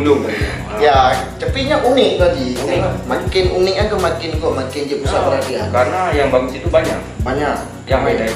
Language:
Achinese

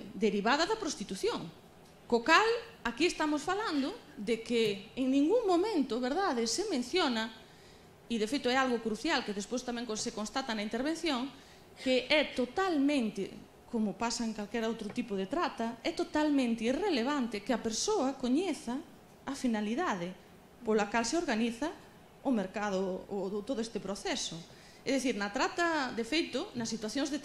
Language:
Galician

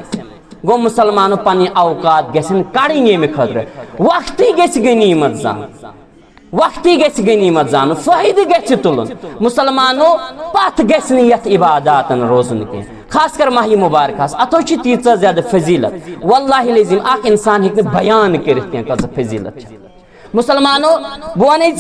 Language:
Kashmiri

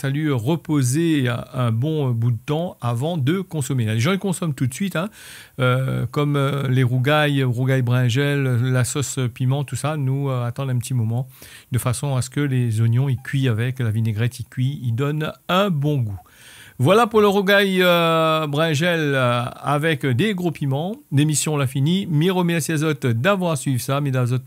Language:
Réunion Creole French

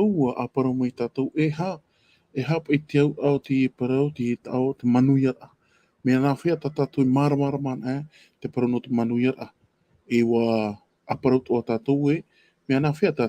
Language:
Tahitian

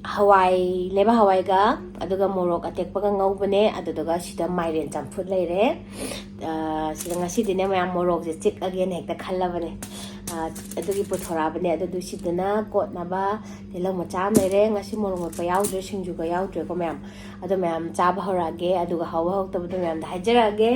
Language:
Manipuri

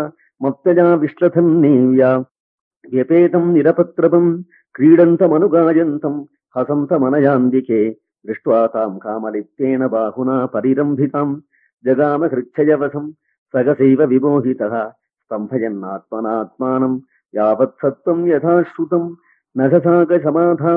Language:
Sanskrit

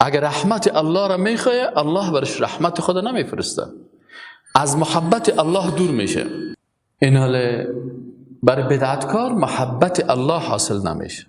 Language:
Persian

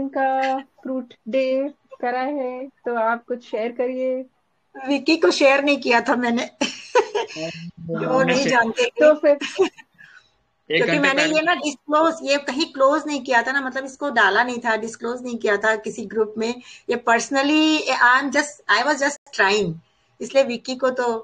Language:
Hindi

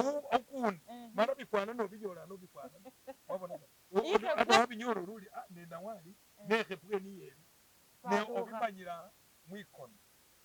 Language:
Masaaba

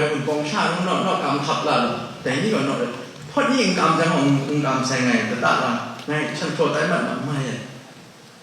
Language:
Kachin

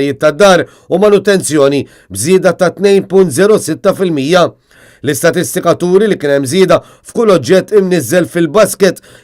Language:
Maltese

